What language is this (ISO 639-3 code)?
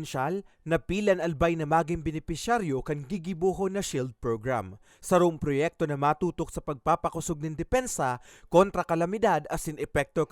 bik